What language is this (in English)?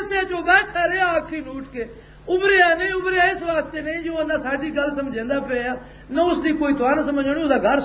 Western Panjabi